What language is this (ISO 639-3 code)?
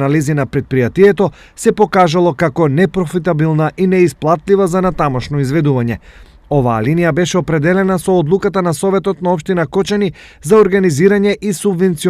mkd